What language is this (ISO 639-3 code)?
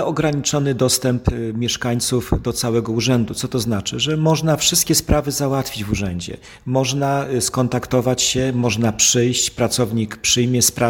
pol